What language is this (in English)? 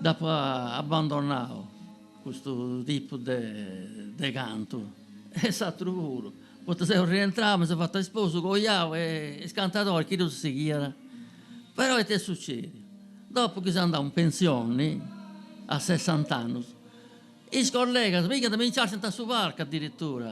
Sardinian